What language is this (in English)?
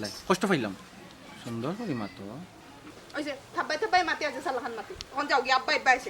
Sylheti